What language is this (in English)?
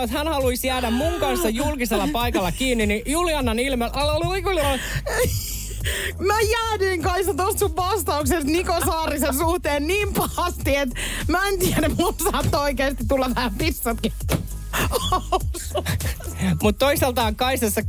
Finnish